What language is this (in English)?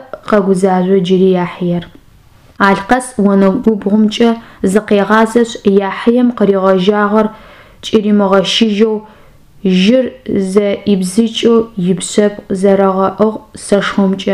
Adyghe